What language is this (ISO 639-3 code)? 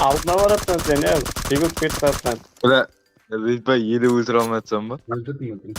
kaa